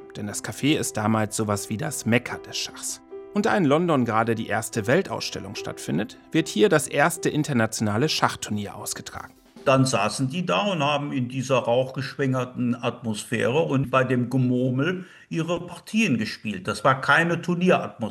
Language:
German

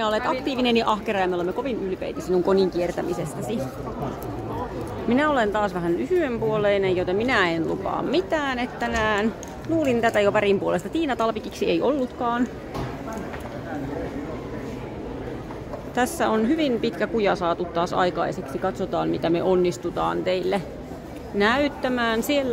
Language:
Finnish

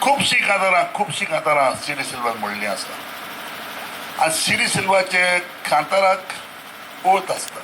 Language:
Konkani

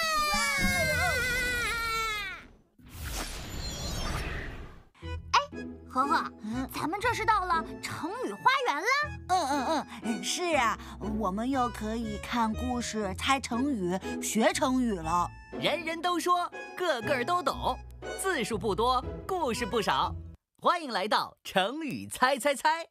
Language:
Chinese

